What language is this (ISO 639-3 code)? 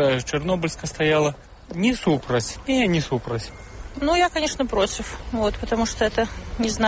bel